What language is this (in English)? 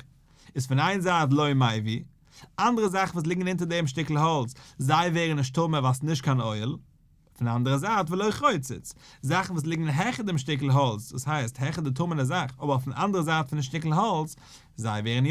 Yiddish